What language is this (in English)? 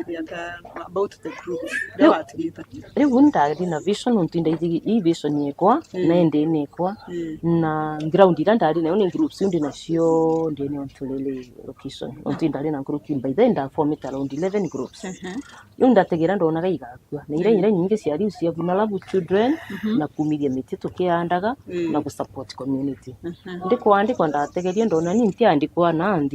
Meru